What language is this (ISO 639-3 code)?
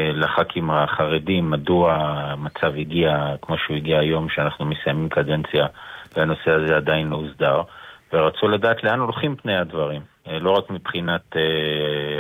heb